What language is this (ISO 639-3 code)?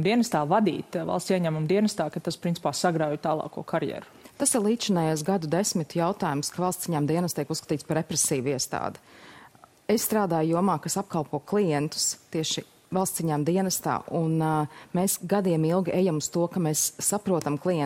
lav